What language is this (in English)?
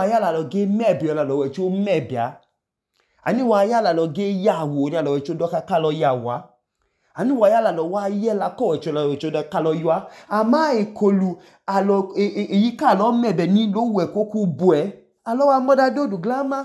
Idoma